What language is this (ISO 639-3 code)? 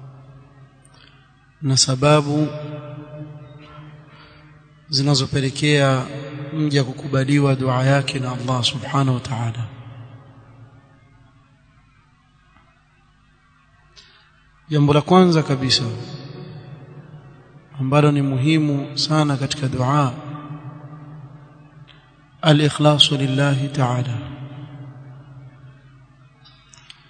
swa